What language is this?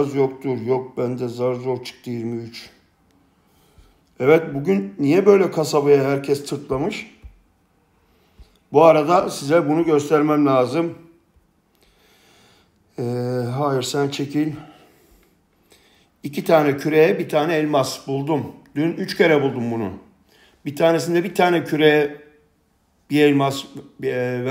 Turkish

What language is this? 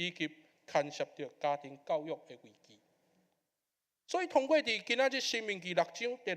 Min Nan Chinese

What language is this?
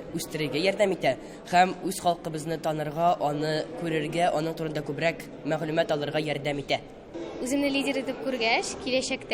Tatar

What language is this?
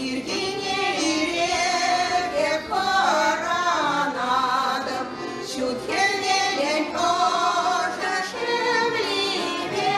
Chuvash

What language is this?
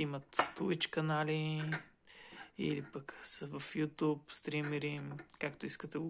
Bulgarian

